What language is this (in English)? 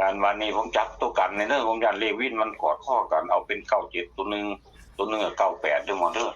Northeastern Thai